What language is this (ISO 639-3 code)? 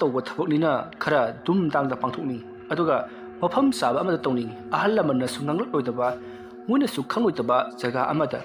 mni